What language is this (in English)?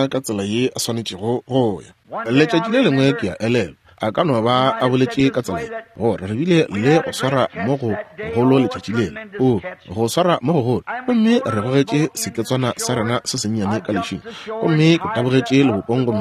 Northern Sotho